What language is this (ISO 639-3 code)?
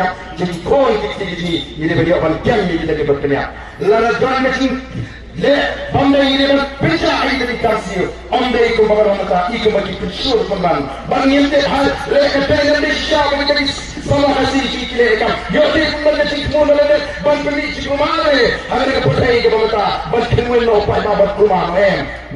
kha